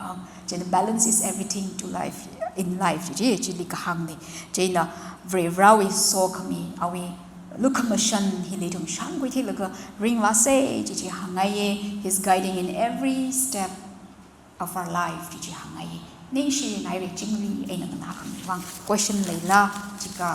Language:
Tangkhul Naga (India)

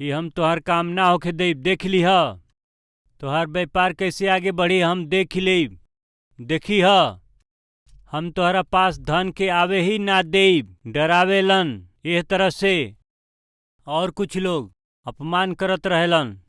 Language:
Bhojpuri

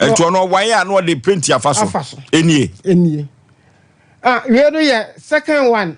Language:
Akan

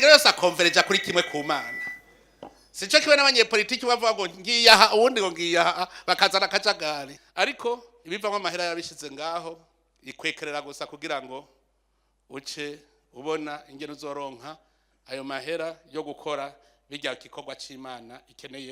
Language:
Rundi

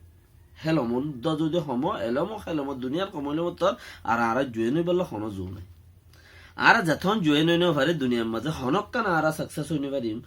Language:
Rohingya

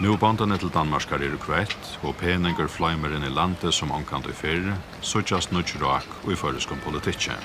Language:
Faroese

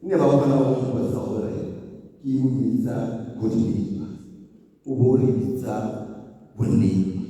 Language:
Tswana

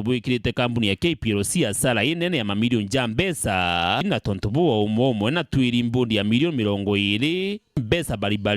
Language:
Meru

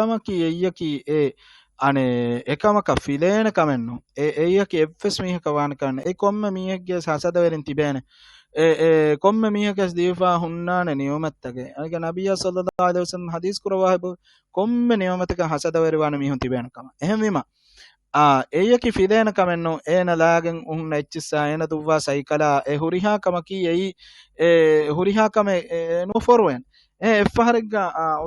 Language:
Divehi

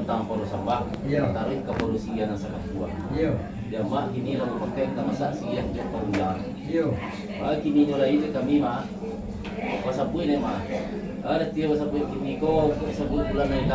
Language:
Minangkabau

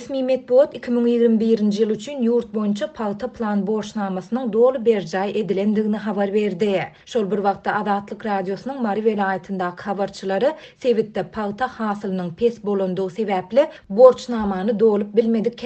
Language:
Turkmen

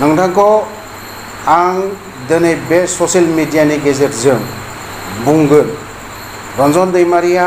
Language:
Bodo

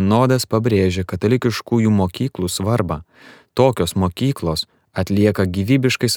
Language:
Lithuanian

